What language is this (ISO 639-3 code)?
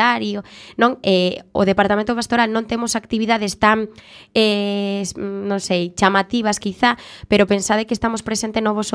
glg